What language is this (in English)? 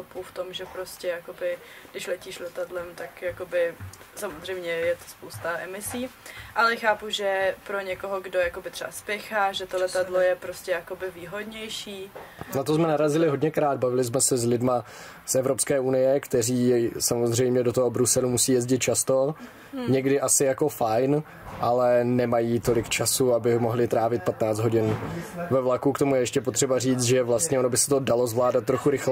Czech